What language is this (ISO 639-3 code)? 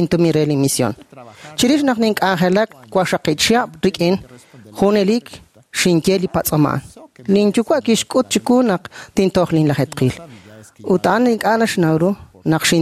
kek